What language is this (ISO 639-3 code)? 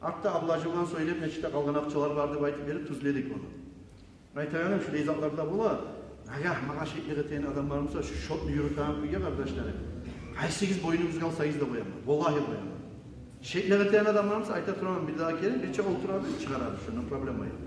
kum